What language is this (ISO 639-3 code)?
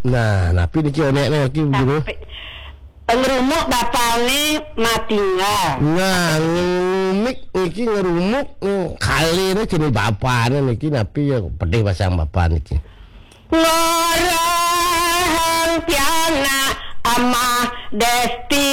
ban